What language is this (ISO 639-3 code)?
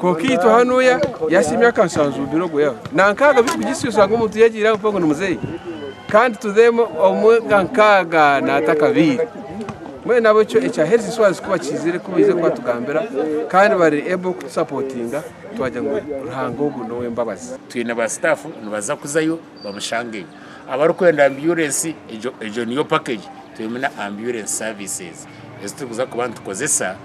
nyn